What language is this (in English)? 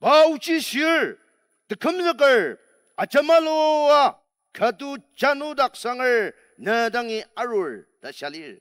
Ao Naga